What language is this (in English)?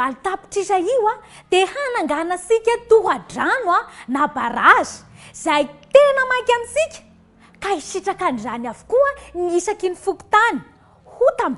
Malagasy